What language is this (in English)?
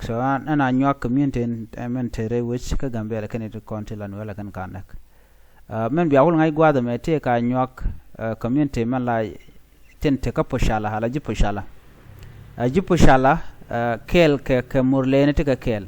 Nuer